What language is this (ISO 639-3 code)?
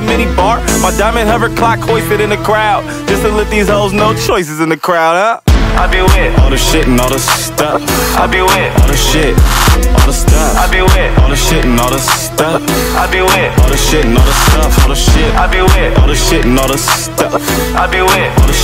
eng